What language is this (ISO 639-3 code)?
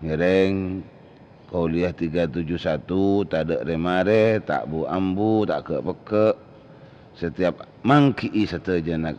mad